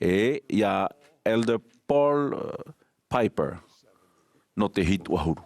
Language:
Tahitian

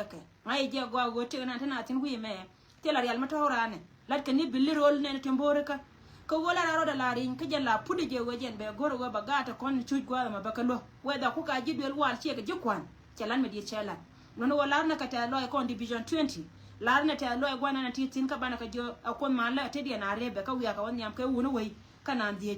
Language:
Nuer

